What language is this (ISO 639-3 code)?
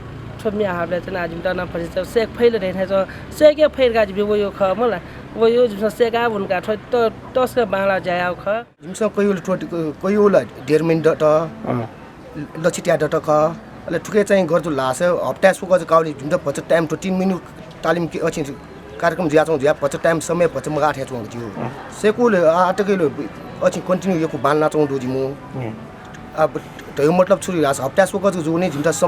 new